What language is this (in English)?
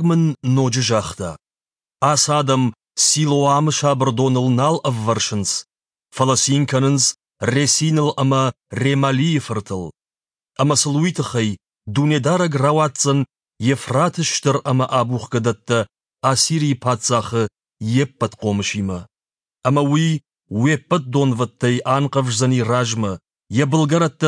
Ossetic